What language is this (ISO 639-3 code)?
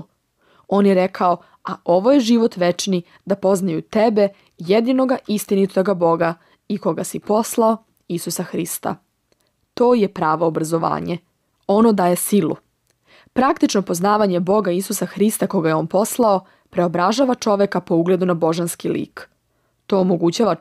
srp